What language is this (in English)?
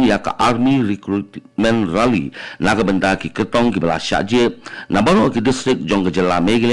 Khasi